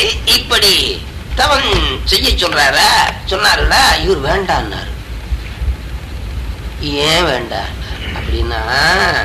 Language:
Tamil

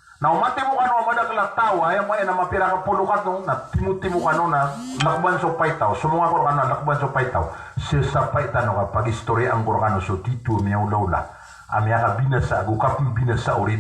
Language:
Maranao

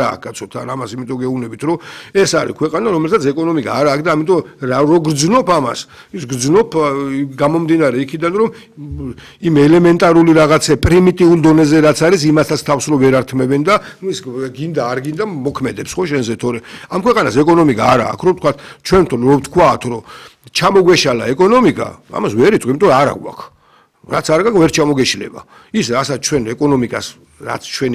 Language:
Georgian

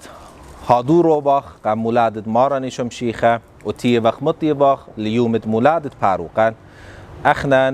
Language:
Assyrian Neo-Aramaic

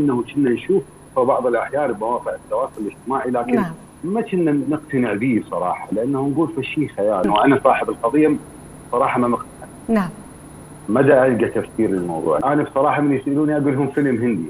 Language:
Mesopotamian Arabic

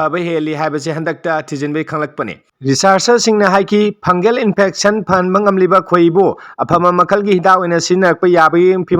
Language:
Manipuri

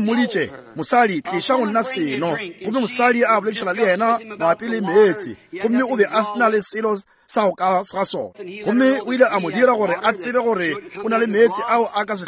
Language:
Northern Sotho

